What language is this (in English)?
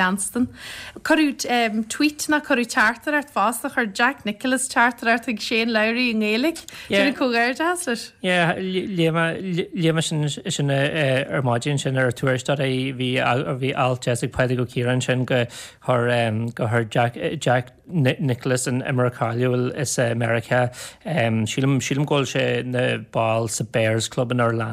Irish